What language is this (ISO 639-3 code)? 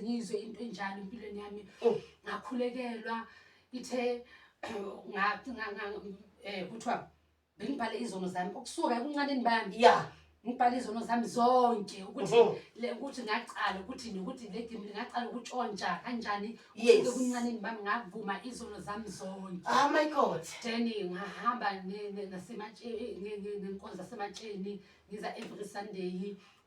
zul